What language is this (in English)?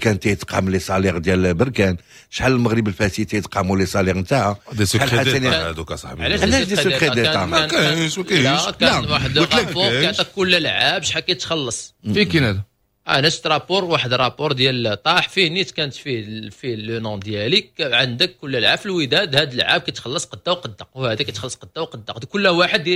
Moroccan Arabic